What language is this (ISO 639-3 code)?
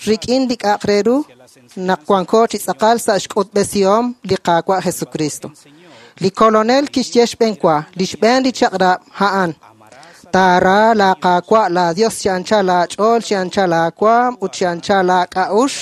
kek